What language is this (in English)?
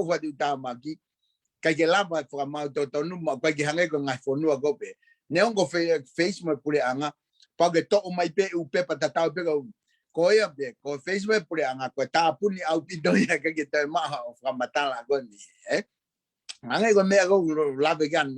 Tongan